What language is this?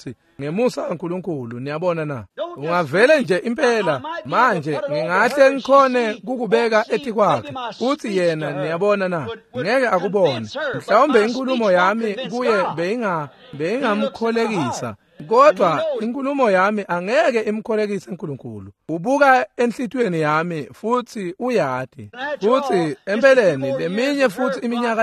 Swati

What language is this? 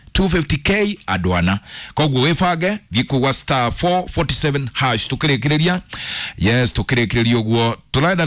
Kikuyu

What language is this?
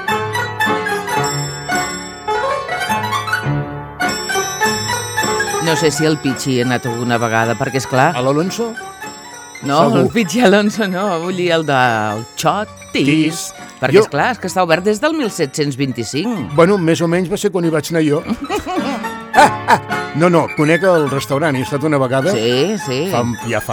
Catalan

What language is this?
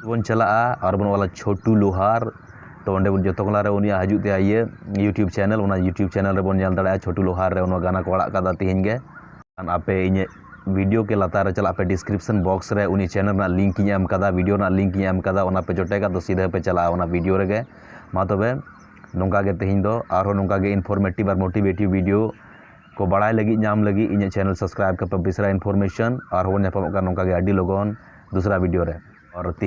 Santali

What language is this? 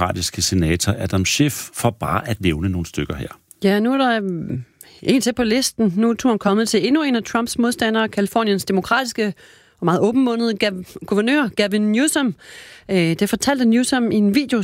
Danish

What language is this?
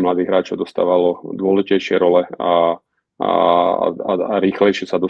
Slovak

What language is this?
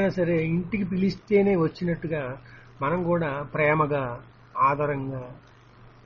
Telugu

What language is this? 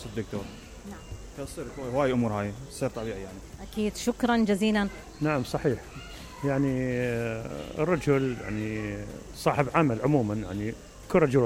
Mesopotamian Arabic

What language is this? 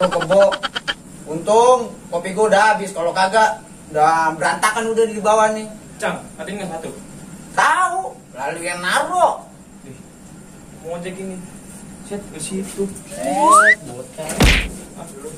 Betawi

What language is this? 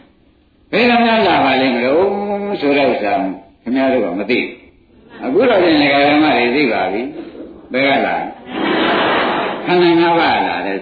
Burmese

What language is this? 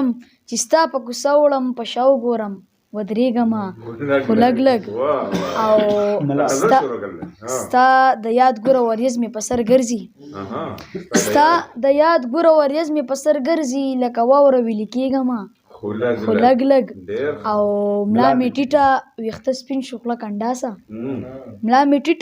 Pashto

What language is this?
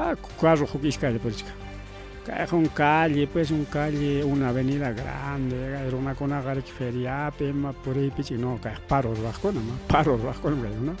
Ayacucho Quechua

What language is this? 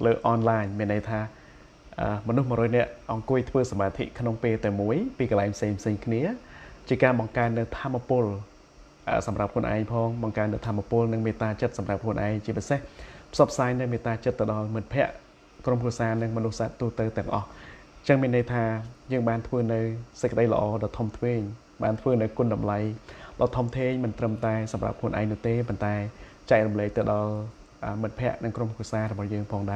Khmer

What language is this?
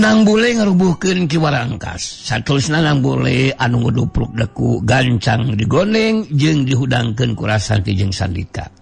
Sundanese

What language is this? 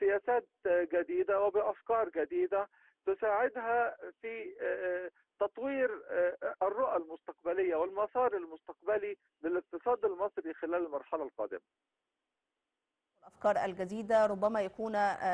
Arabic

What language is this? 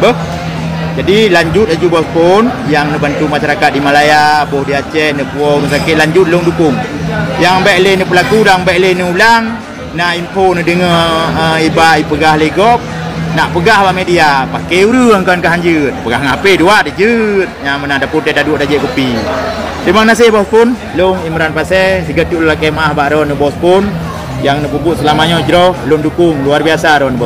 Achinese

